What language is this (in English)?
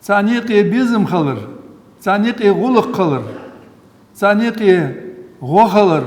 Ingush